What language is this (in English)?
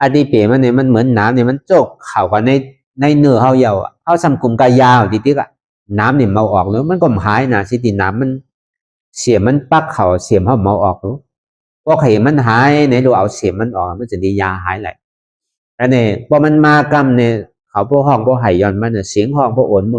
Shan